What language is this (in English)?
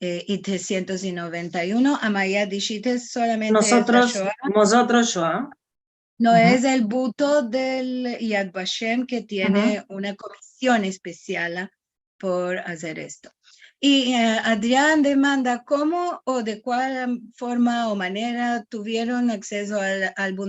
Ladino